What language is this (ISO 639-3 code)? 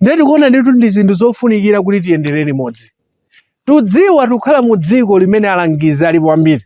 nya